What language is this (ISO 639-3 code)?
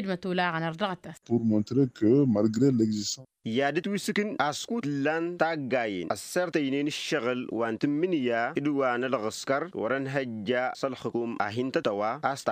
taq